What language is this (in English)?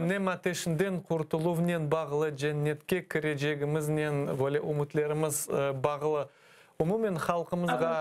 Crimean Tatar